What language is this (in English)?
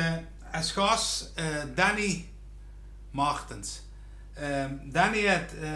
Limburgish